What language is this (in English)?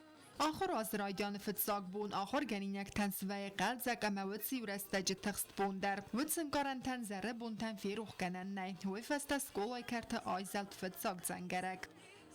Ossetic